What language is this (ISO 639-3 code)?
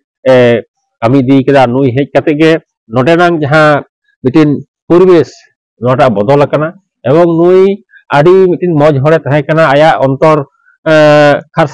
sat